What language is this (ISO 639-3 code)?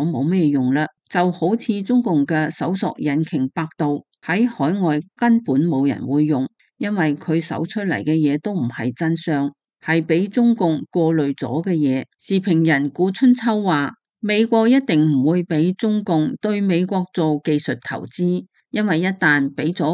yue